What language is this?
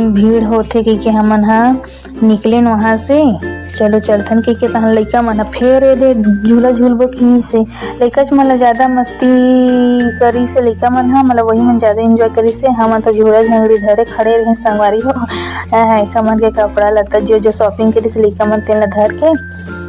Chhattisgarhi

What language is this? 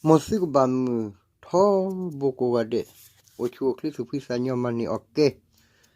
S'gaw Karen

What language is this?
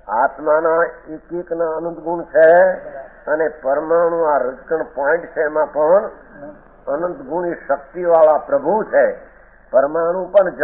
Gujarati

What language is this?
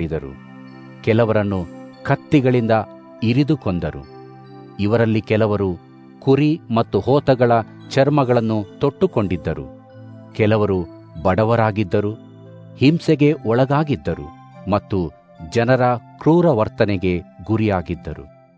Kannada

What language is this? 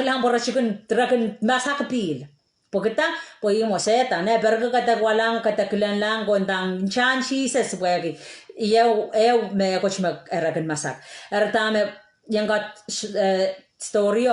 Pohnpeian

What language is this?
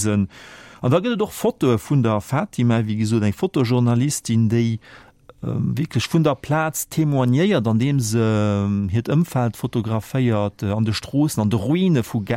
Luxembourgish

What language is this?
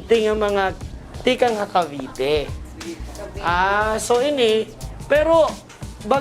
Waray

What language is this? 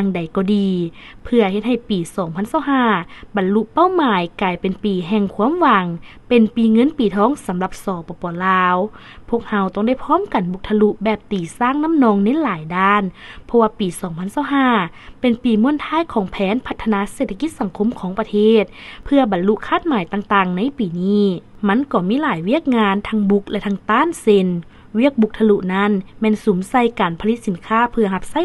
Lao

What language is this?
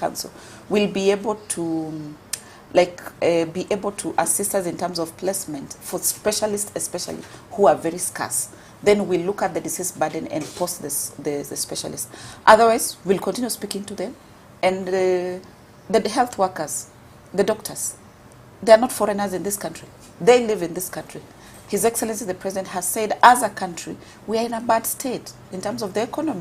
Gusii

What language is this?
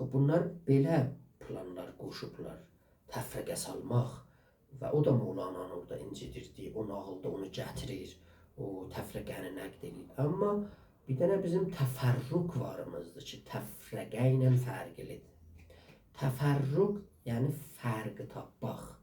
South Azerbaijani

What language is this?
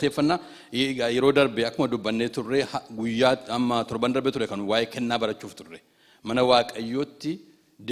Oromo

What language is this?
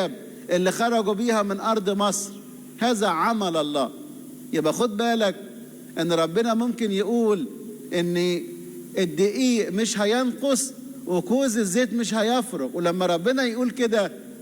Egyptian Arabic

